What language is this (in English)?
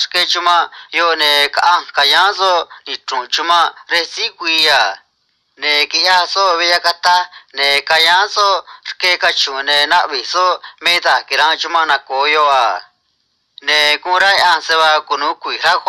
Copala Triqui